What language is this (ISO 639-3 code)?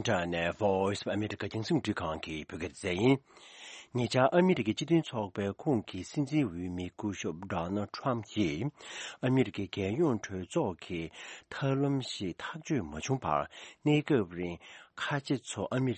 bod